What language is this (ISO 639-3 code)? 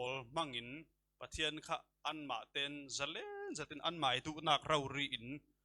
cfm